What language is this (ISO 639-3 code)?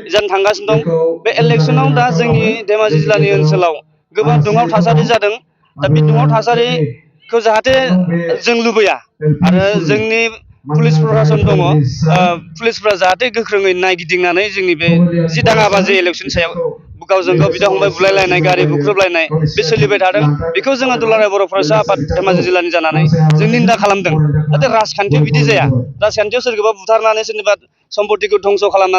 brx